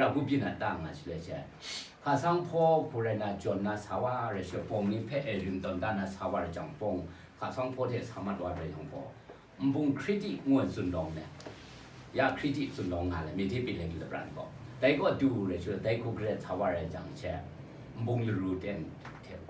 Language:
Kachin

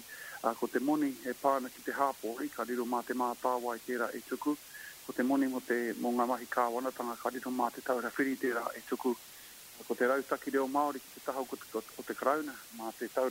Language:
Māori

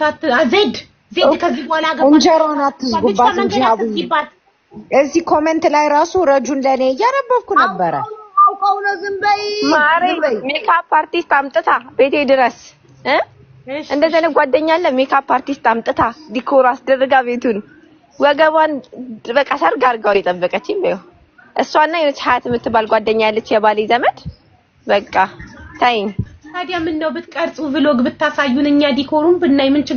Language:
Amharic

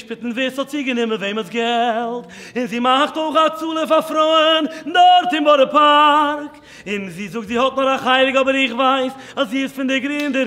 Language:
Yiddish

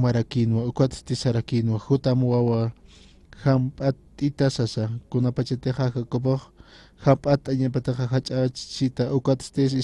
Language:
Aymara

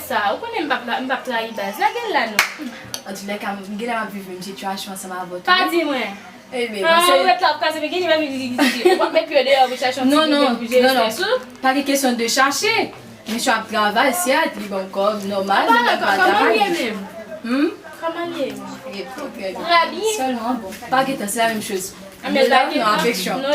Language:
Haitian Creole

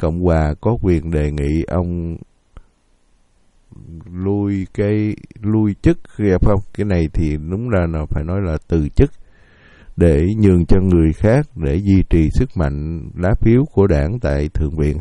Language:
Vietnamese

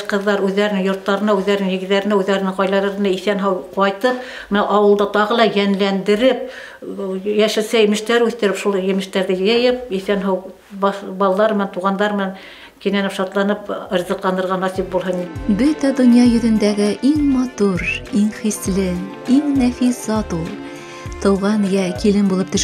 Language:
Bashkir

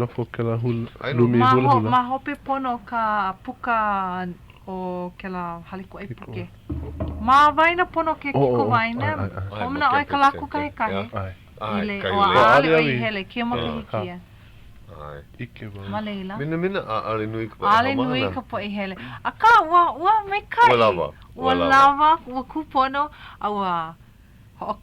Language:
Hawaiian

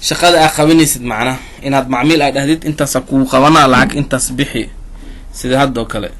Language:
Somali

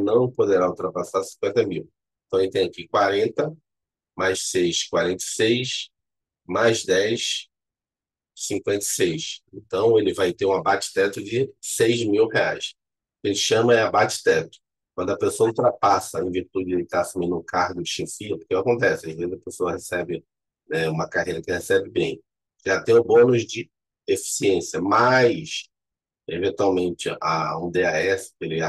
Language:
Portuguese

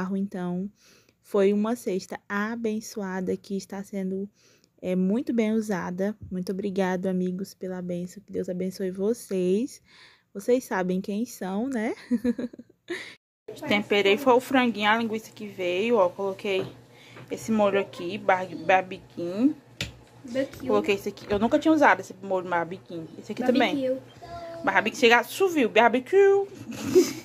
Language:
Portuguese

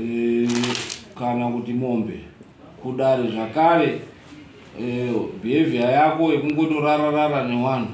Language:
Shona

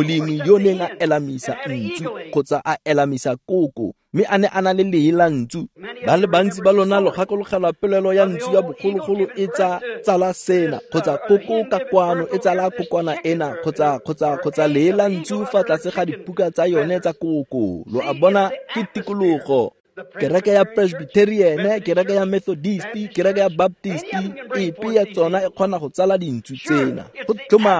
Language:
Tswana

